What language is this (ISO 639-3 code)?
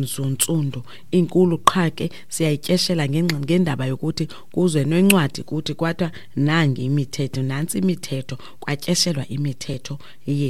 xho